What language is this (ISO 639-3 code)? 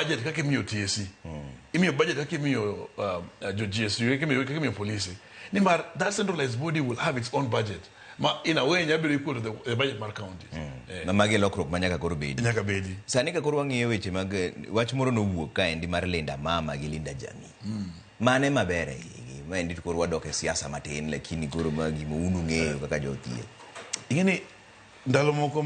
luo